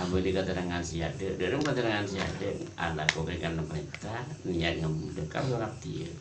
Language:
Madurese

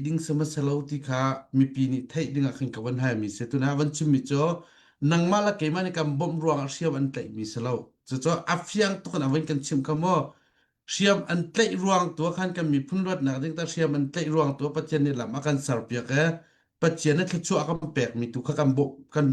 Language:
Hakha Chin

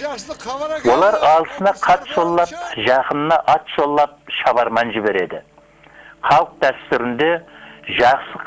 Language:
Kara-Kalpak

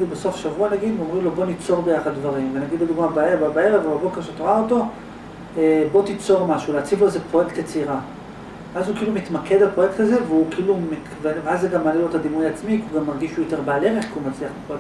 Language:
Hebrew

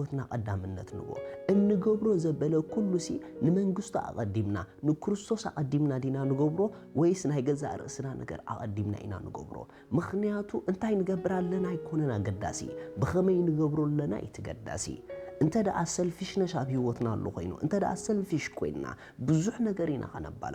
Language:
Tigrinya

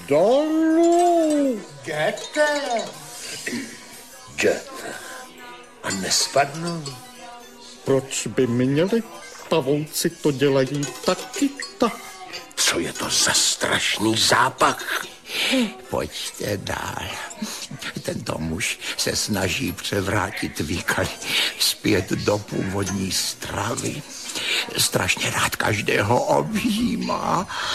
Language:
Czech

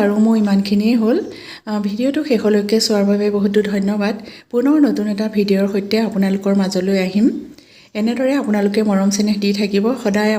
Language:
Assamese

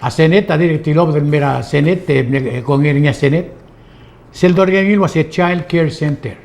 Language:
Palauan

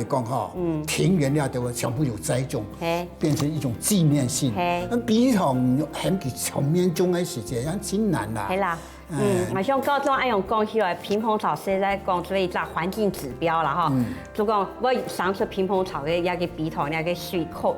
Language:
Hakka Chinese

